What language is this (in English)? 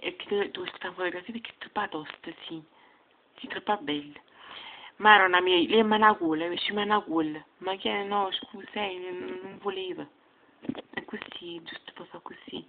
Neapolitan